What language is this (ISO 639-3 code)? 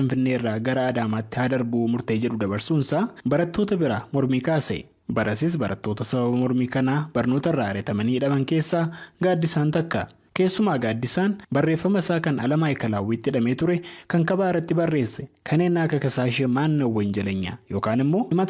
orm